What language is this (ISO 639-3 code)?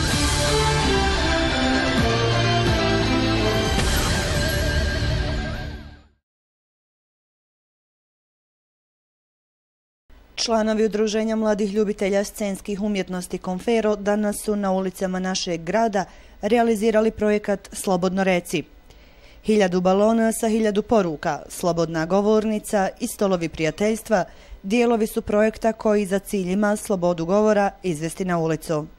bos